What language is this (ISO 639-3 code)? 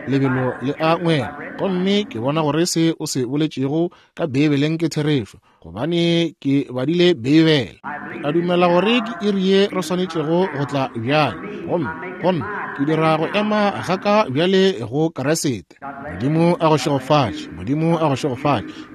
nso